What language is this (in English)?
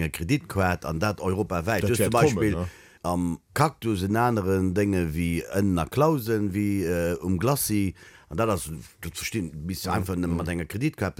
Luxembourgish